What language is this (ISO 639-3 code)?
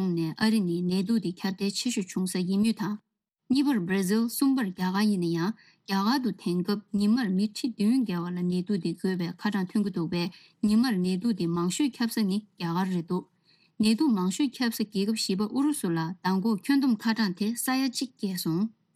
bod